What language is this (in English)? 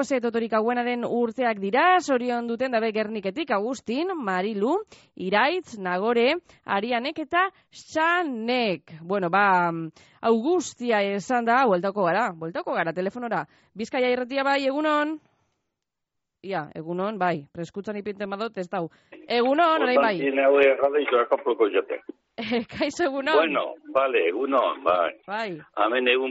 Basque